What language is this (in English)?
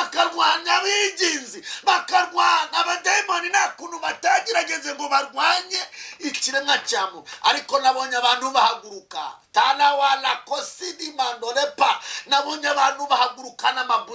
Kinyarwanda